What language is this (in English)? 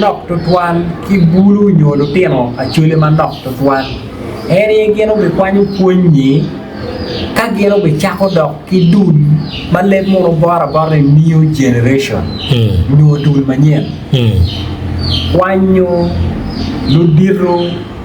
Acoli